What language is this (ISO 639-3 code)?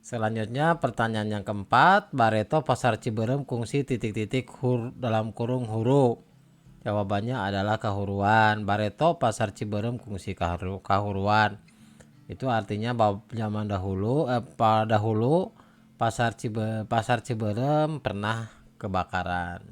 sun